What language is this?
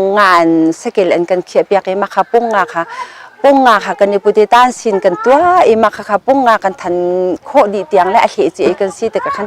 Hakha Chin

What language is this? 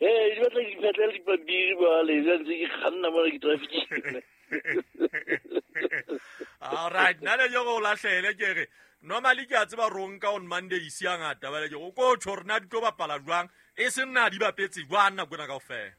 Southern Sotho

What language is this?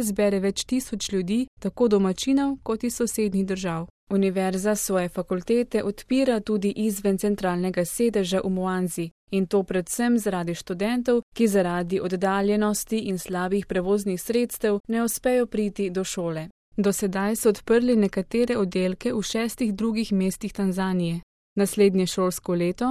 Slovenian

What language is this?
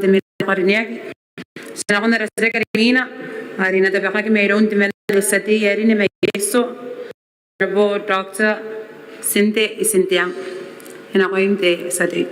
Gilbertese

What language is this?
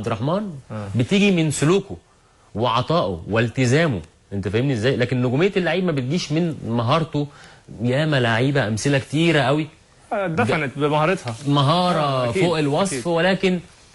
Egyptian Arabic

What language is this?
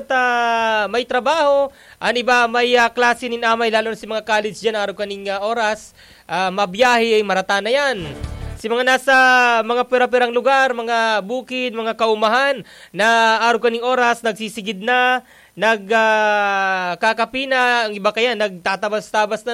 Bikol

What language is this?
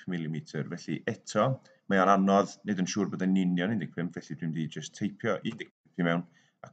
Welsh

